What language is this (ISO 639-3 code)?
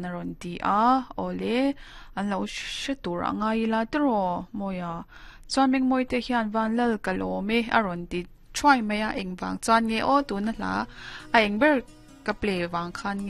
lus